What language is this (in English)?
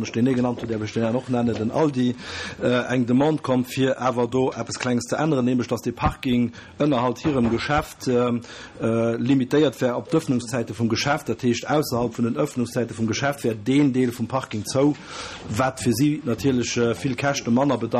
Luxembourgish